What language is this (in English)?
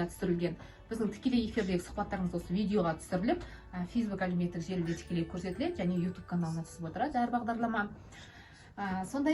Kazakh